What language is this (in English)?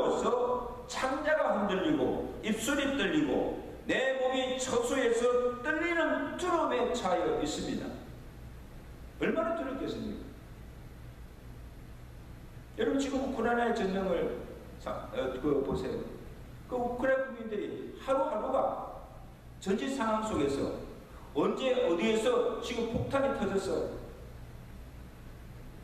Korean